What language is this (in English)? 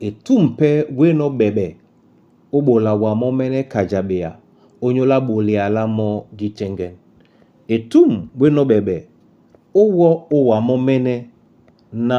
Duala